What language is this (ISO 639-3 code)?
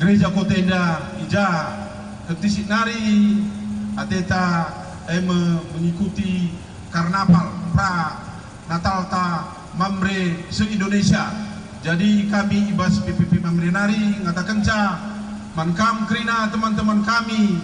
btx